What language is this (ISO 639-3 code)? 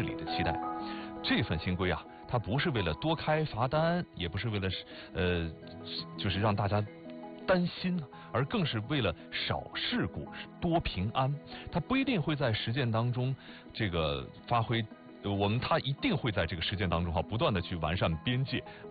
zho